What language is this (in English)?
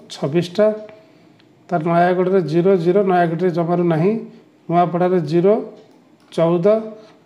Odia